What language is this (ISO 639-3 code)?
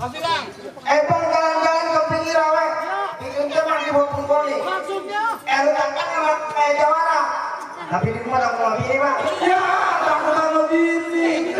bew